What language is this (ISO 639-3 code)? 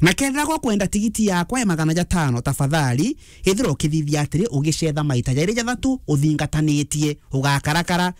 mer